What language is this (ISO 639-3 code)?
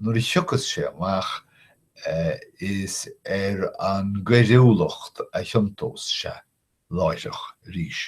gle